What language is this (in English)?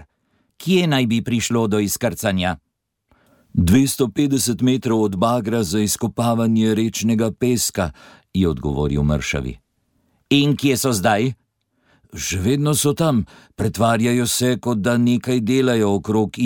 Slovenian